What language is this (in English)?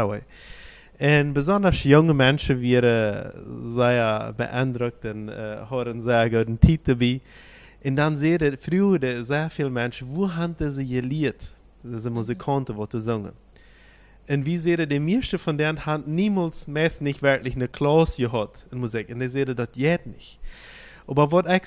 Plautdietsch